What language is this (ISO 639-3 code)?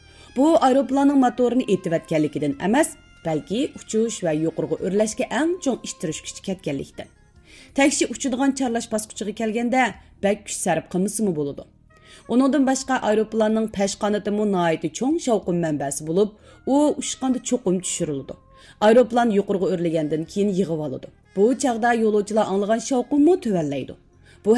uig